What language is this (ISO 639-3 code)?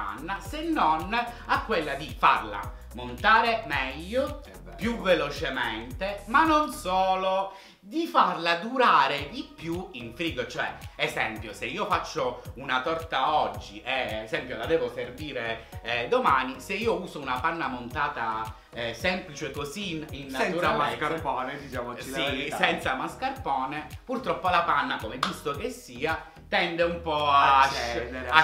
ita